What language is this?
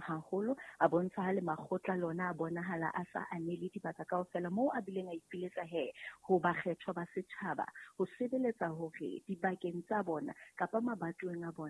Southern Sotho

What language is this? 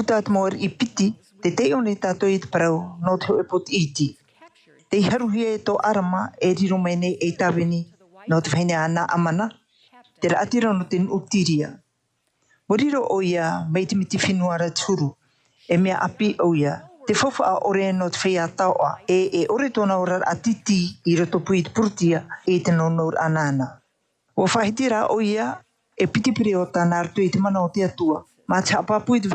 Tahitian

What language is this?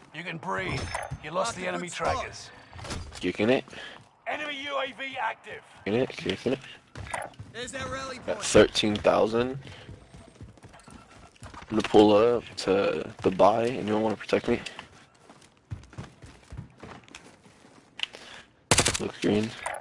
English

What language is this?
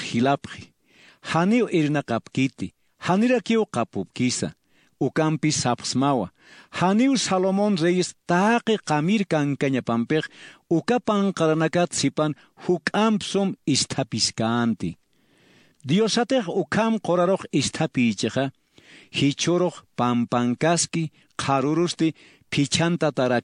Aymara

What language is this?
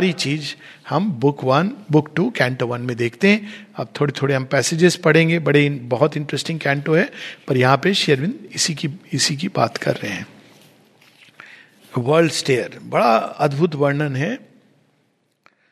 Hindi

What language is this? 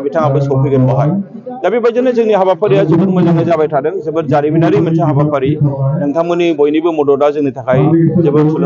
Bodo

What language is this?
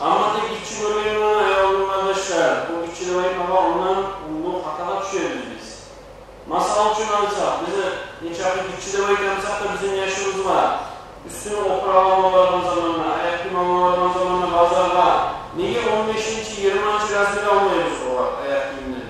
Kumyk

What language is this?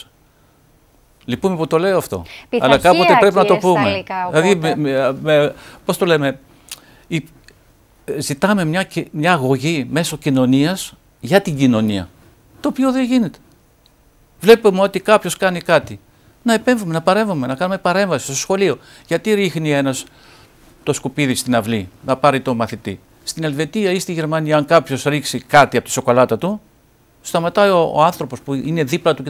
Greek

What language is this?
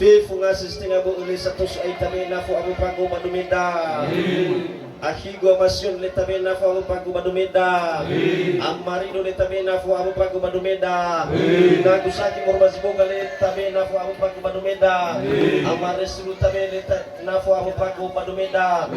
Nias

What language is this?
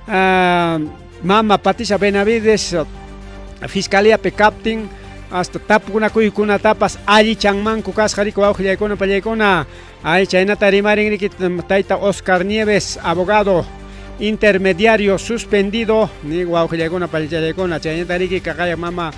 Ayacucho Quechua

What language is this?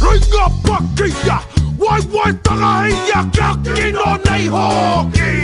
Māori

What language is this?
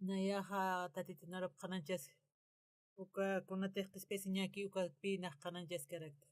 Aymara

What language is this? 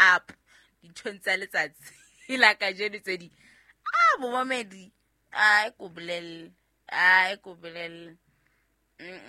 Southern Sotho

